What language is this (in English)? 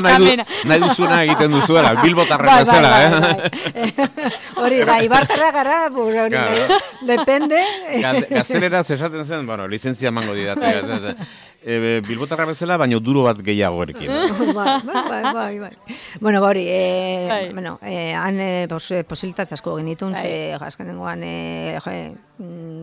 Basque